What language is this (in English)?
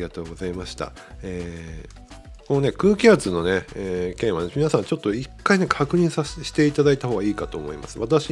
Japanese